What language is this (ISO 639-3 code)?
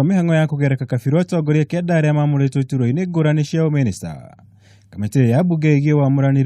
kik